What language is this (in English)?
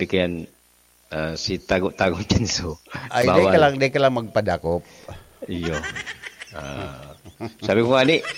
Bikol